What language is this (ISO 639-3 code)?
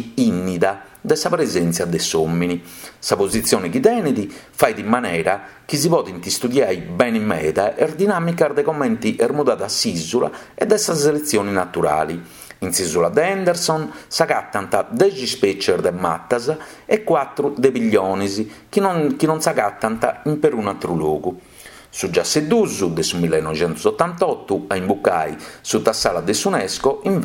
srd